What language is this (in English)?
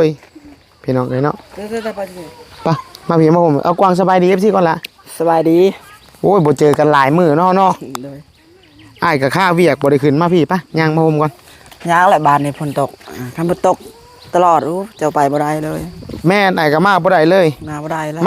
Northeastern Thai